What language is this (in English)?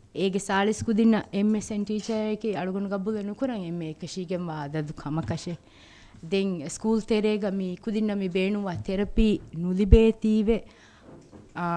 Divehi